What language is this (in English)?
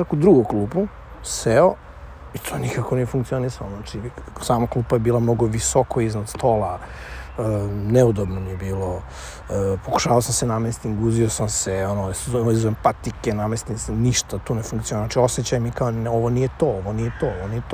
Serbian